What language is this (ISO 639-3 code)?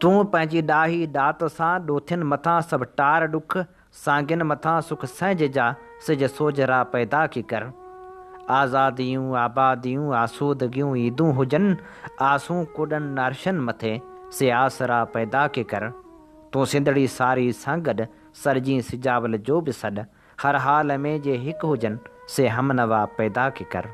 snd